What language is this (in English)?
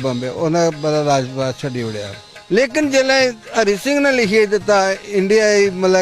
Dogri